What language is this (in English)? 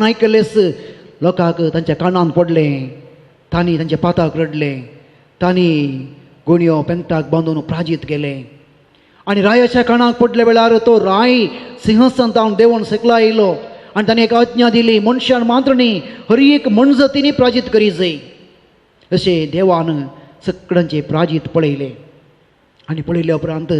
Konkani